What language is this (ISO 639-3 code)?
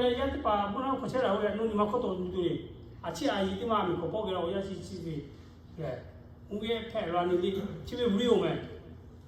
lhu